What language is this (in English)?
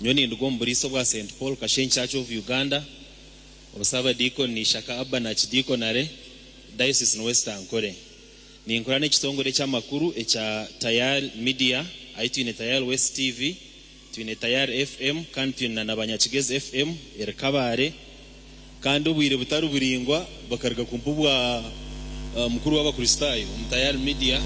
Nyankole